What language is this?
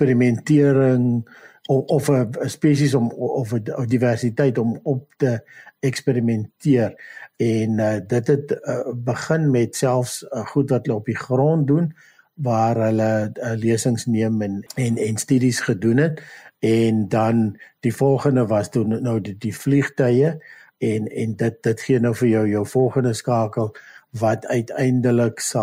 Afrikaans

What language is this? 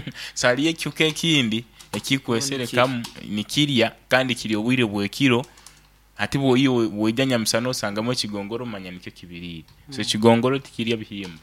Nyoro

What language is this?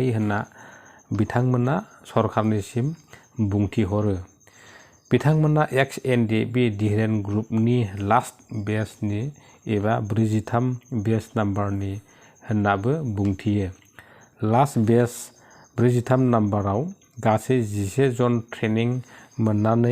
Bodo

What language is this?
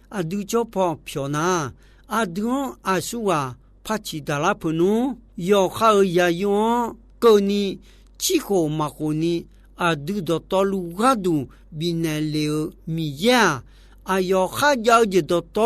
Akha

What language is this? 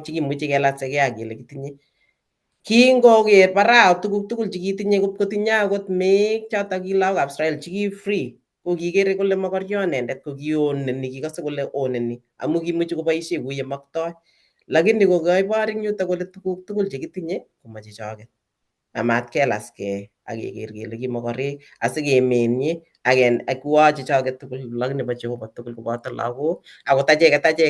Kalenjin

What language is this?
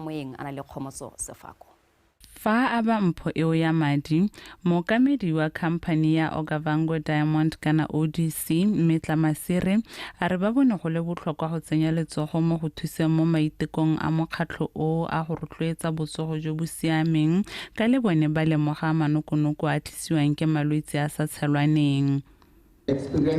Tswana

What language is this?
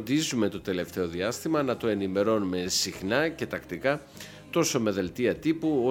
Greek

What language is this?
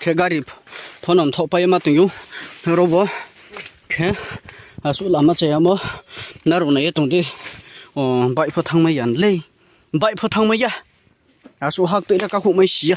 Riang (India)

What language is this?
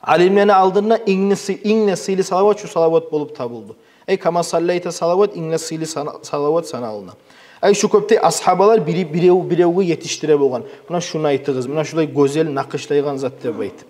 Kumyk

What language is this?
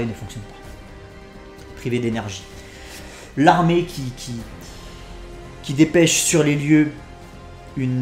French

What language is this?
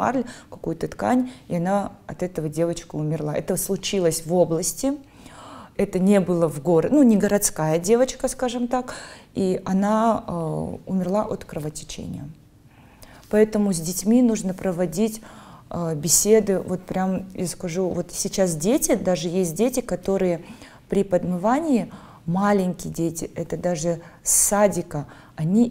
Russian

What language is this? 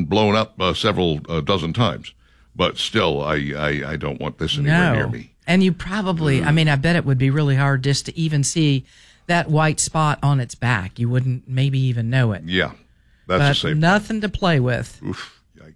English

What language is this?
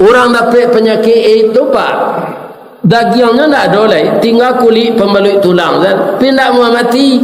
Minangkabau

